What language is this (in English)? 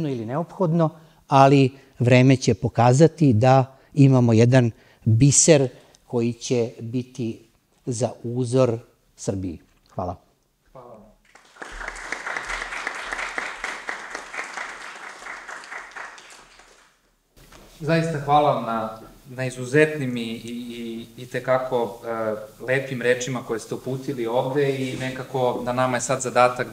Serbian